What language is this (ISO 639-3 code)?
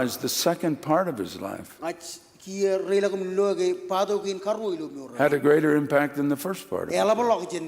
mah